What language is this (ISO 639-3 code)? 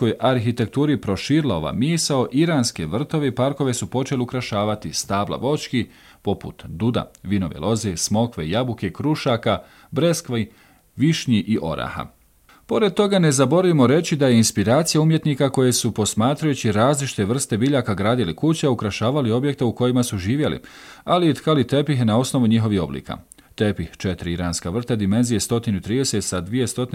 bos